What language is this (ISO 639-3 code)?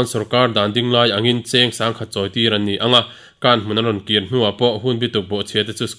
lus